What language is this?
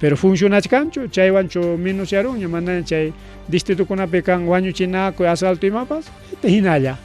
Ayacucho Quechua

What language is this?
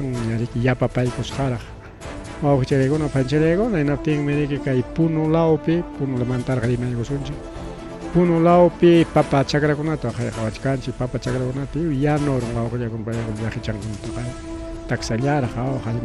Ayacucho Quechua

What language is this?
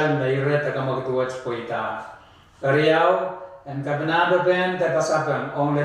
Pohnpeian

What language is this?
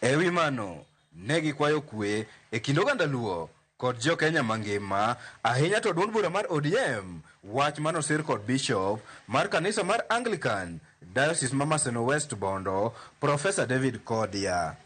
Luo (Kenya and Tanzania)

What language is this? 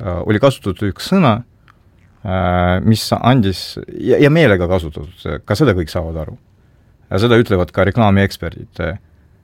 Estonian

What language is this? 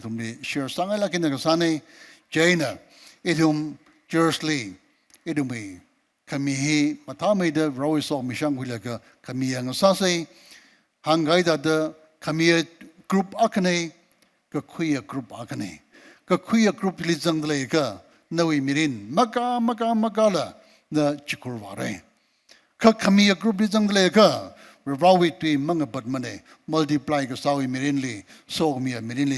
Tangkhul Naga (India)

